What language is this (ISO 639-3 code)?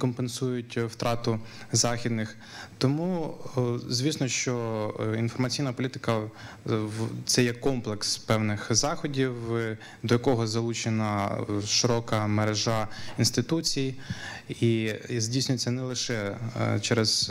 ukr